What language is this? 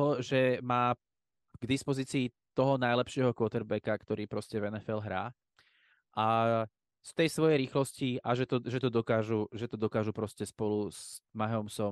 Slovak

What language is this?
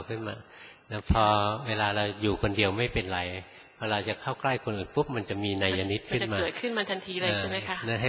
Thai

